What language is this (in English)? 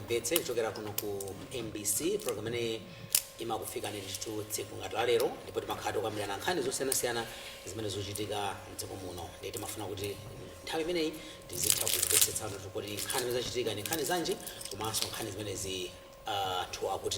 Nyanja